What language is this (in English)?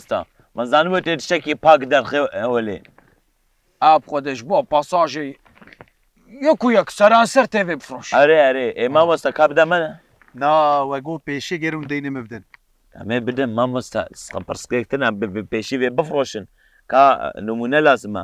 Kurdish